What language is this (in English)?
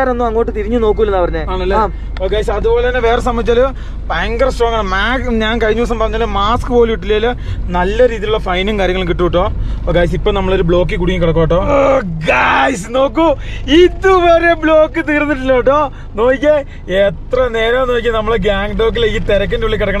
Malayalam